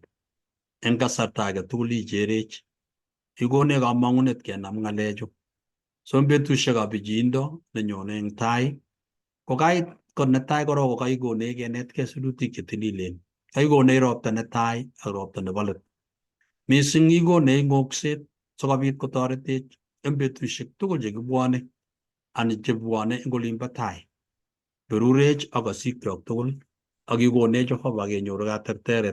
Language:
Kalenjin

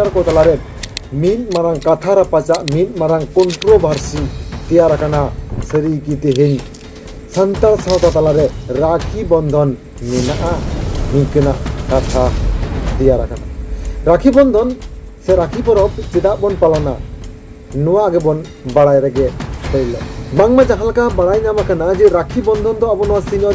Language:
Santali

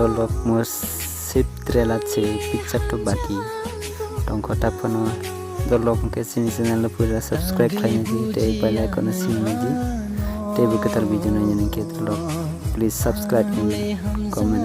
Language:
Kok Borok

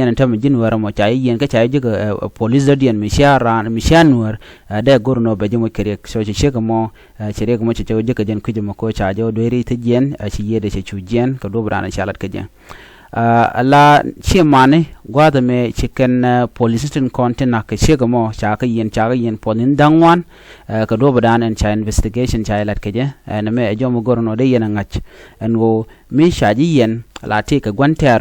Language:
Nuer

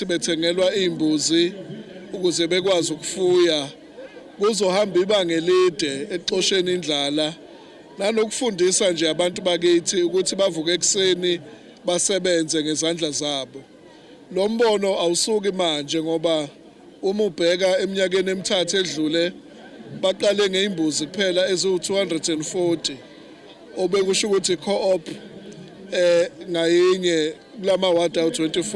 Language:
Zulu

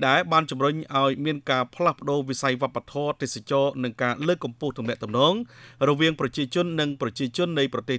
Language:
Khmer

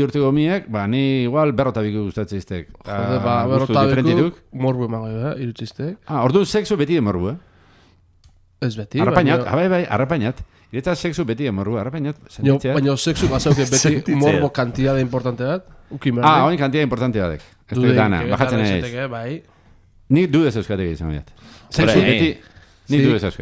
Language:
Basque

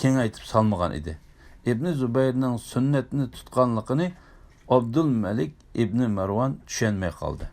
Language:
Uyghur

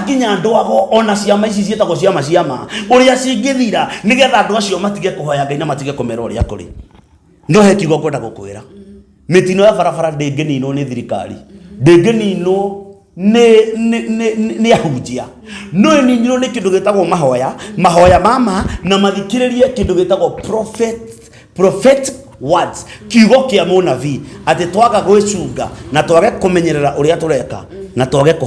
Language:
Kikuyu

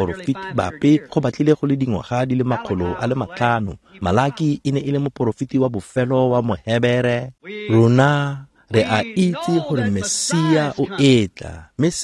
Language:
Tswana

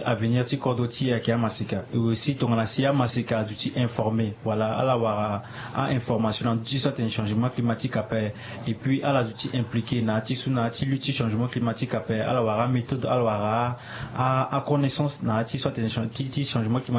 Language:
Sango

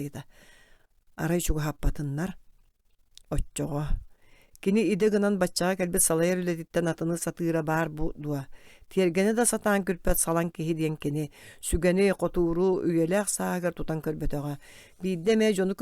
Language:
Yakut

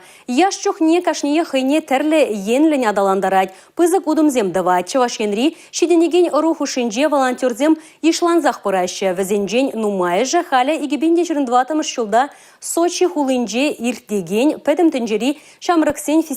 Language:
Chuvash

